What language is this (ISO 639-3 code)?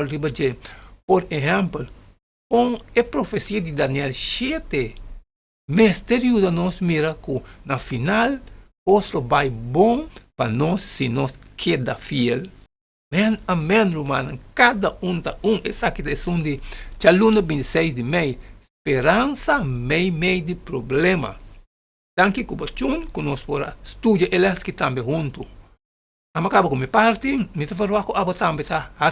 pap